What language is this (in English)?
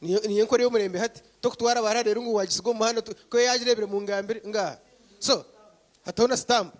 Nyankole